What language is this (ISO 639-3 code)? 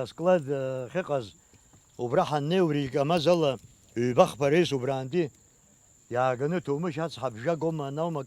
abk